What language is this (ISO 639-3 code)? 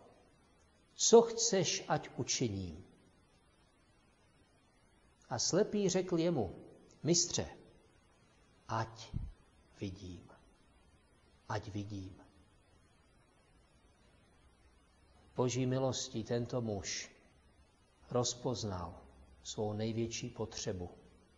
ces